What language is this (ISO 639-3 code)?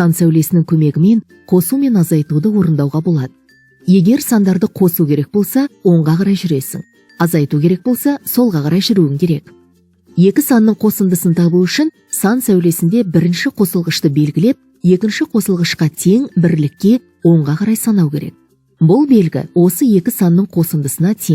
kaz